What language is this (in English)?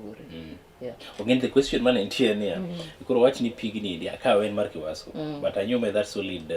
Luo (Kenya and Tanzania)